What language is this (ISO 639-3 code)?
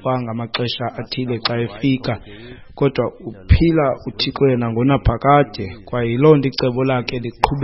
xho